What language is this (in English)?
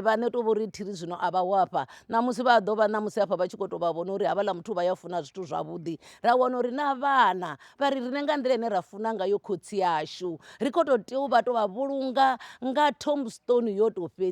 Venda